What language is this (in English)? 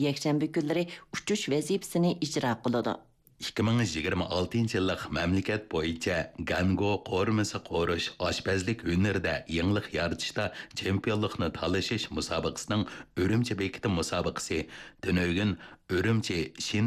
Uyghur